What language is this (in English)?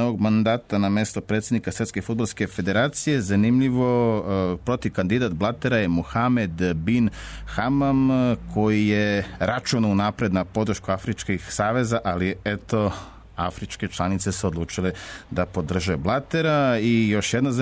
Serbian